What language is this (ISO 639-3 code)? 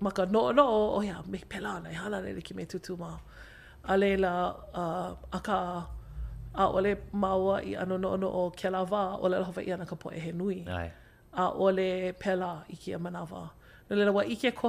haw